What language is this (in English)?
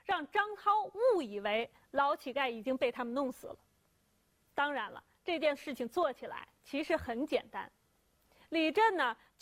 Chinese